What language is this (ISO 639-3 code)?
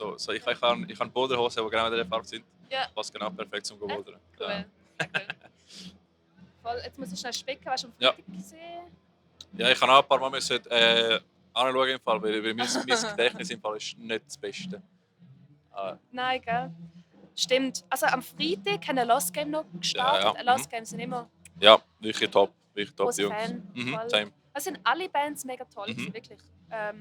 gsw